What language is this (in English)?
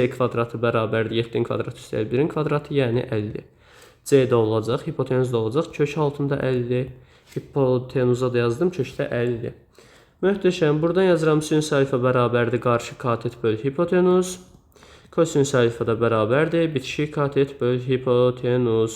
Azerbaijani